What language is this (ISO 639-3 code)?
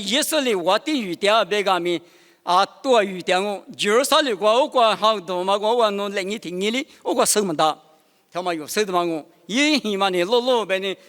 lis